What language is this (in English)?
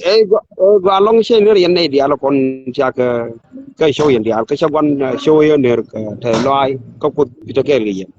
Nuer